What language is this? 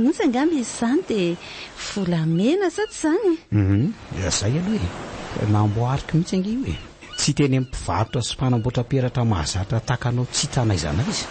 Malagasy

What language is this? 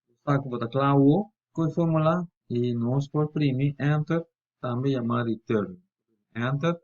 Papiamento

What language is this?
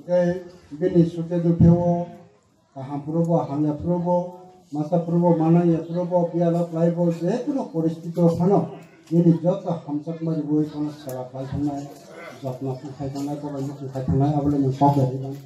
Kok Borok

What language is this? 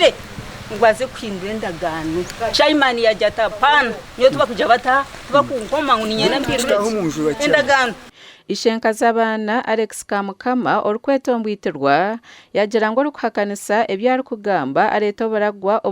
Nyankole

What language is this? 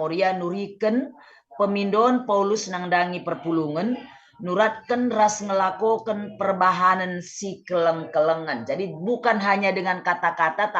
Batak Karo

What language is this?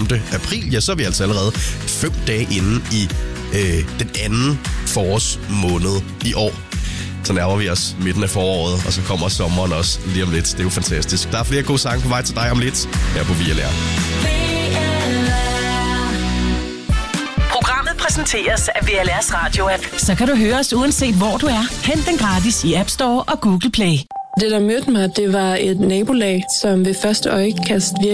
Danish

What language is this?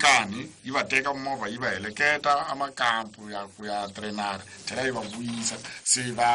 Tsonga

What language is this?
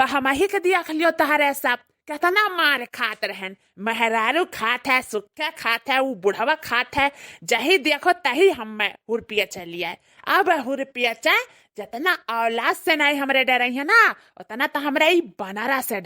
Awadhi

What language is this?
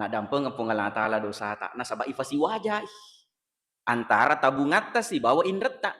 Buginese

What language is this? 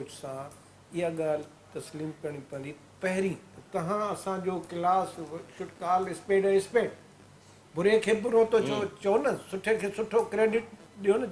Sindhi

